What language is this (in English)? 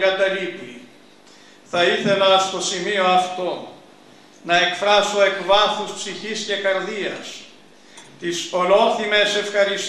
Greek